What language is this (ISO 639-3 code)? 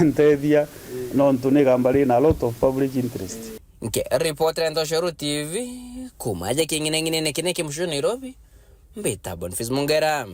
mer